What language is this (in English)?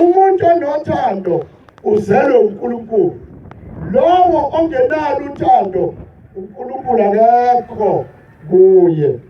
Zulu